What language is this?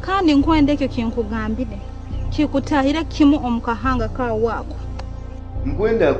Nyoro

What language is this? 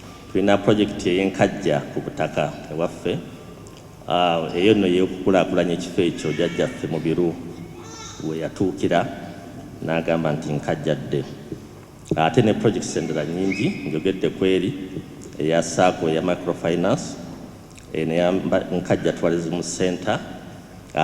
Ganda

